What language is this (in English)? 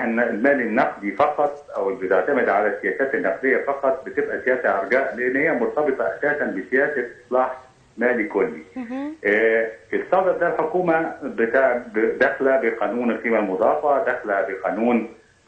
Egyptian Arabic